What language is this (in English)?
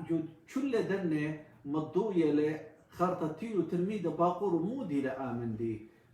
Assyrian Neo-Aramaic